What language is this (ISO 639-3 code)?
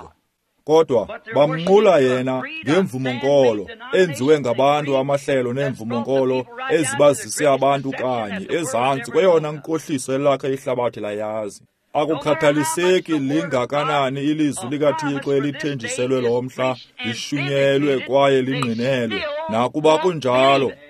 xho